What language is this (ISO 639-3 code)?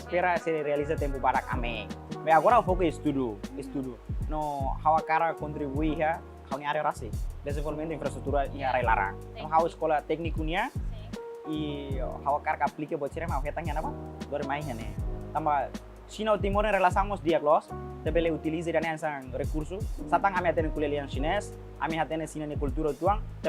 tet